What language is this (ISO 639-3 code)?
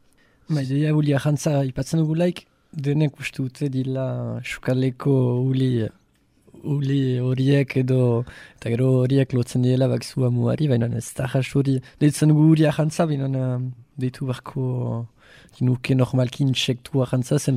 eus